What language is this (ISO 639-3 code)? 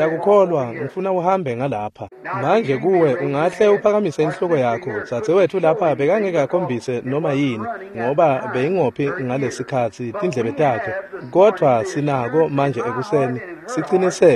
ssw